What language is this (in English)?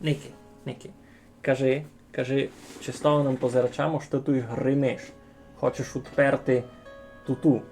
Rusyn